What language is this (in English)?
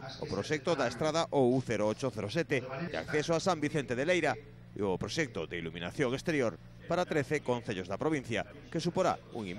Galician